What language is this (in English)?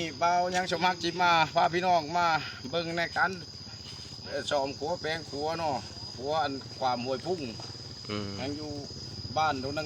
Lao